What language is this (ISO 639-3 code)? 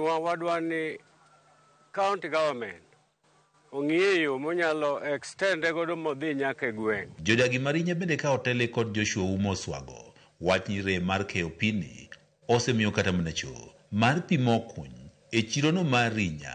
luo